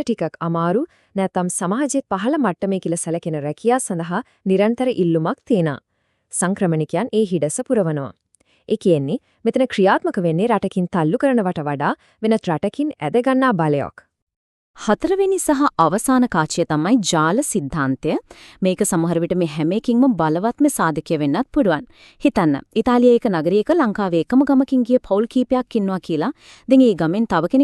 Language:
Sinhala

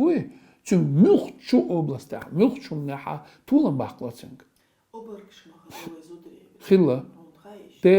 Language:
Chechen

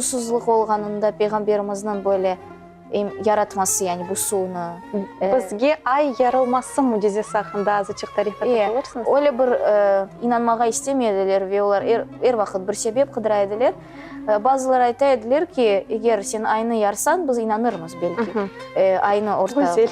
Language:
Crimean Tatar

